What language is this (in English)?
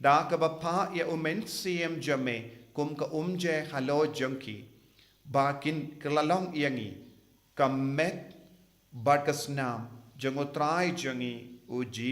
Khasi